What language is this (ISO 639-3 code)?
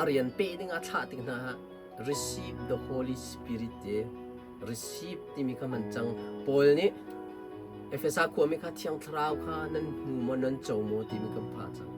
cnh